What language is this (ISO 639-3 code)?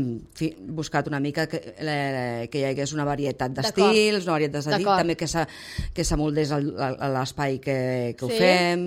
cat